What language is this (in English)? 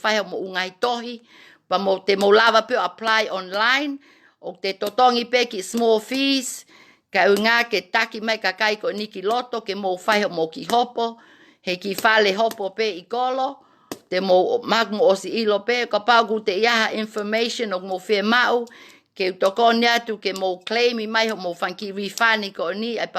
Tongan